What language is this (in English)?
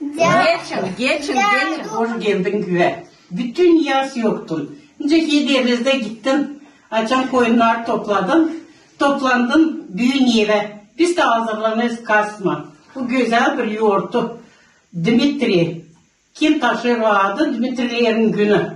Gagauz